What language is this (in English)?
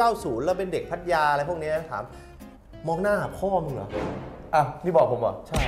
Thai